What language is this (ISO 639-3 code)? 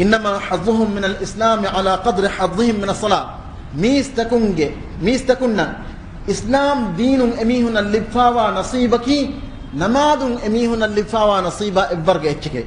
div